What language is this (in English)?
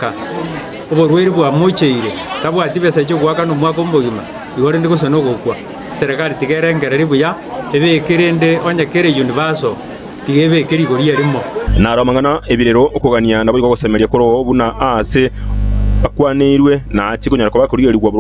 Gusii